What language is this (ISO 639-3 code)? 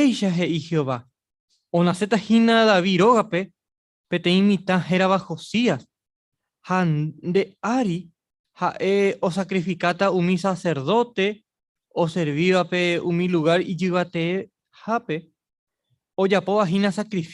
grn